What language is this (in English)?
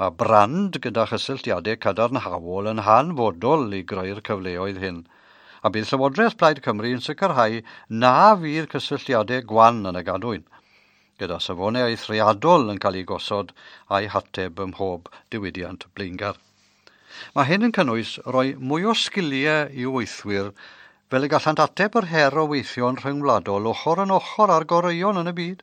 Welsh